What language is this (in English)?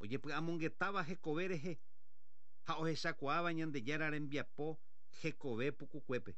Guarani